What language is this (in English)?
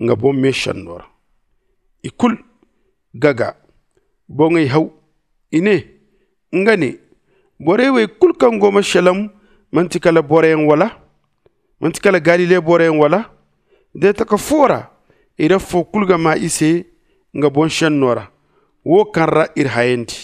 Zarma